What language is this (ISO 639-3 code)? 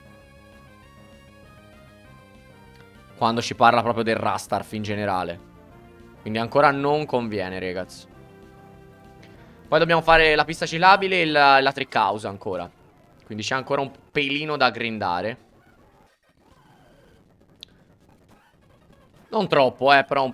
ita